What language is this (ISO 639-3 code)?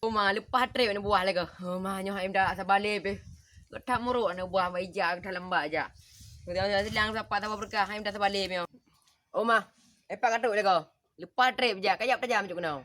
ace